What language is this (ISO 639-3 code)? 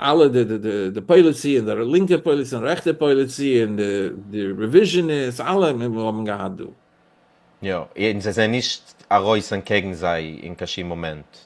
yid